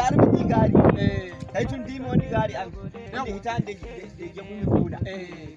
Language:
Nigerian Fulfulde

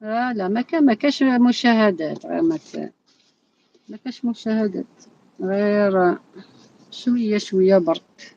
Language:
Algerian Arabic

